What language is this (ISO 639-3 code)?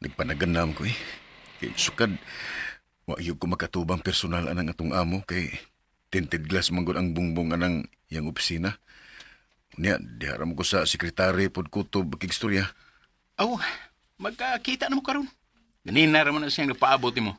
ceb